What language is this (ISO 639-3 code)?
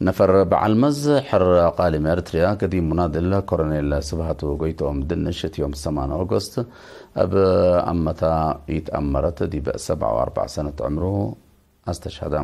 tig